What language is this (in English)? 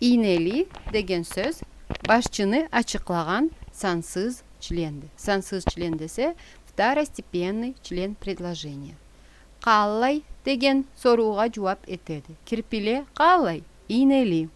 Karachay-Balkar